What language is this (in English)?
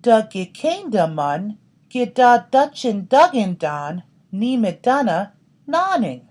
Chippewa